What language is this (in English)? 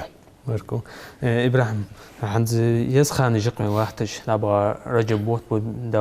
Ingush